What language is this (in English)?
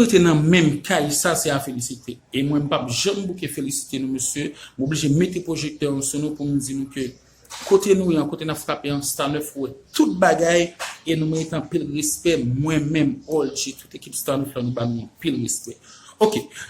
Haitian Creole